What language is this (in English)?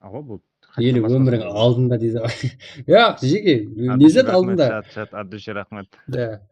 Kara-Kalpak